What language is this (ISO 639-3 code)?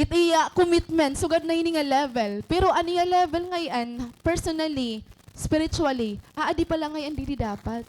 war